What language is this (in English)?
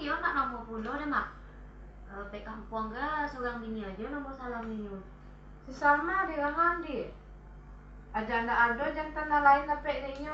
Minangkabau